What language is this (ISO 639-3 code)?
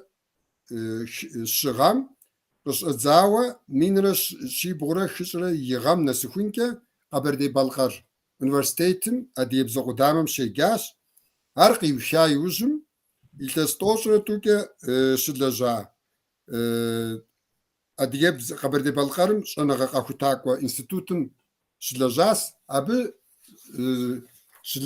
kbd